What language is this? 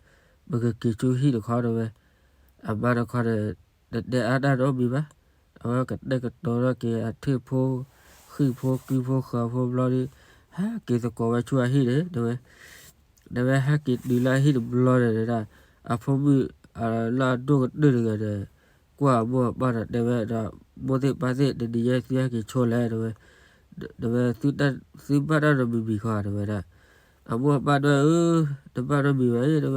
S'gaw Karen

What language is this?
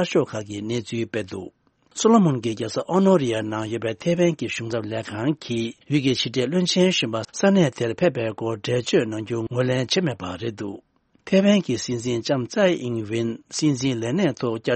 Tibetan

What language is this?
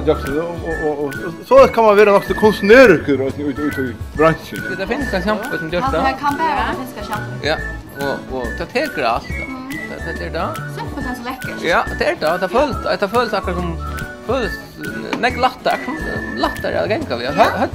Faroese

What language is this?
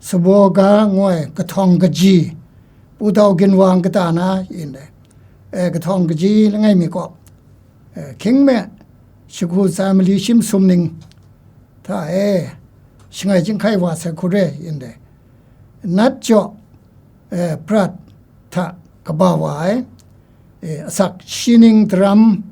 Kachin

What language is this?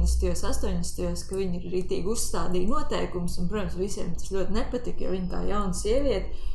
Latvian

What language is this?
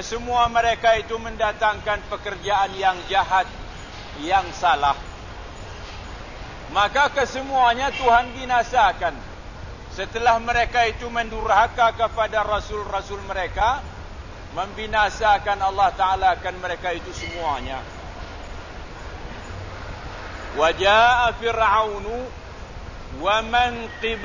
Malay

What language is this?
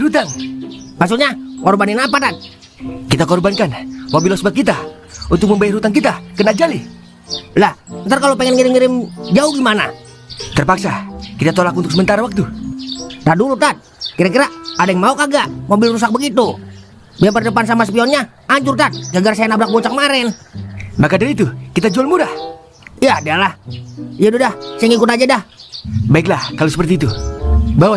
Betawi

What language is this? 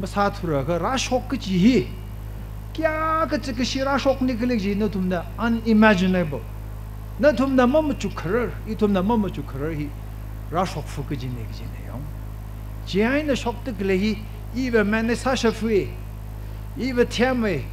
Tangkhul Naga (India)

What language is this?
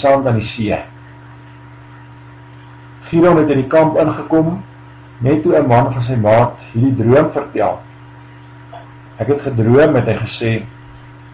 Afrikaans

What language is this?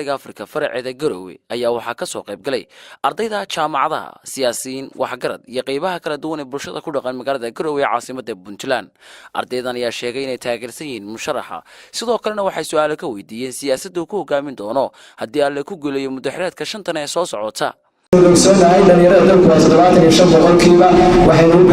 Somali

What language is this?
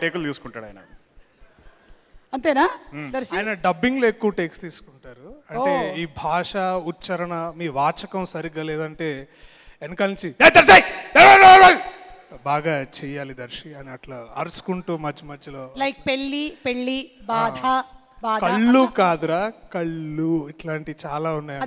Telugu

